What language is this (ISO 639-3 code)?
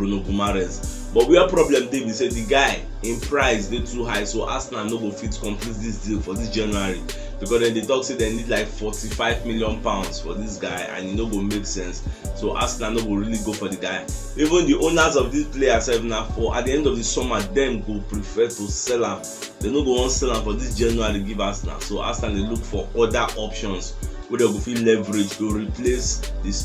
pcm